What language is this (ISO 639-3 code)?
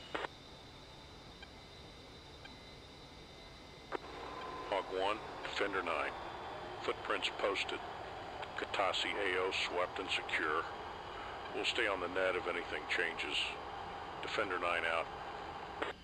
eng